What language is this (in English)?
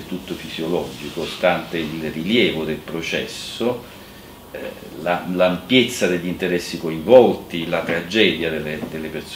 Italian